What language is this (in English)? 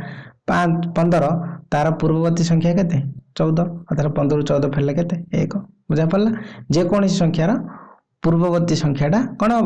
Odia